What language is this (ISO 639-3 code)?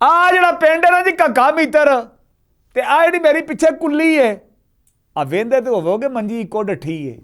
lah